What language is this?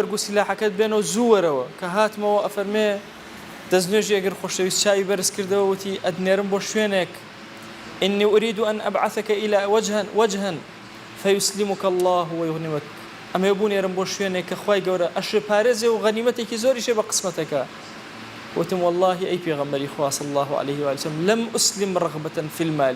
Central Kurdish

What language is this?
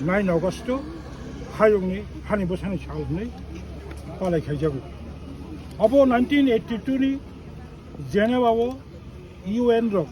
Kok Borok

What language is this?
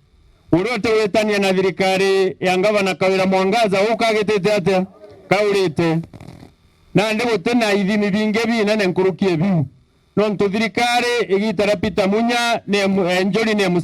Meru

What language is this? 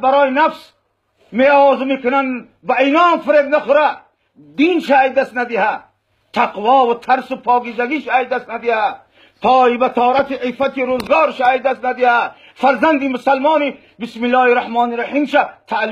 Tajik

